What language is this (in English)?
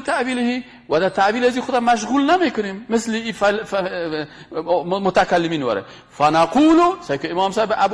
Persian